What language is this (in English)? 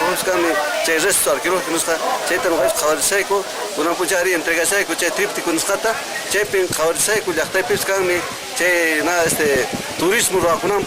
Quechua